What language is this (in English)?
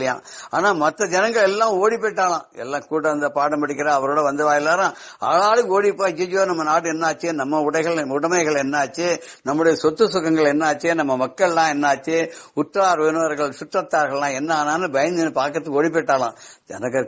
Tamil